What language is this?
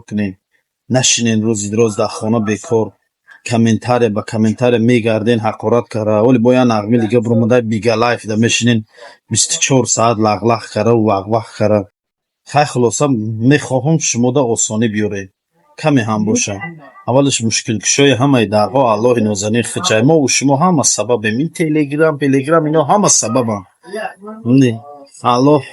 Tajik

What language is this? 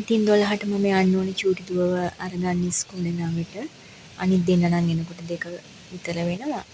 Sinhala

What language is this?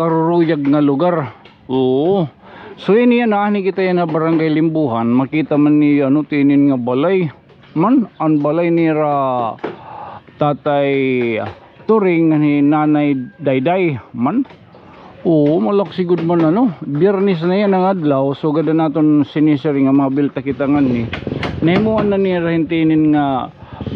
Waray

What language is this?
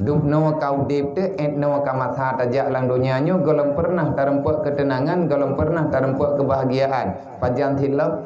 Achinese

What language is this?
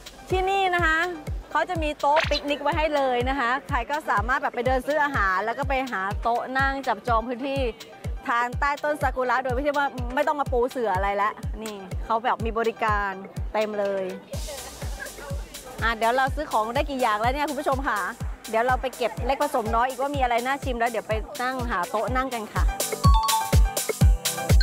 Thai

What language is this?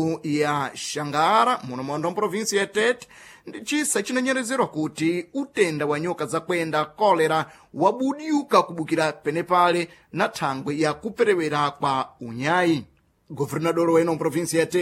Sena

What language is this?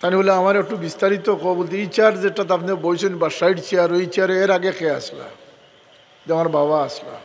Sylheti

